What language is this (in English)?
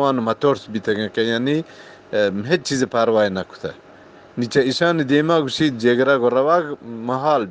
Eastern Balochi